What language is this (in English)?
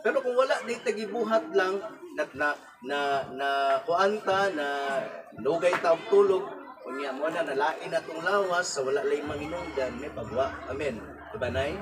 Cebuano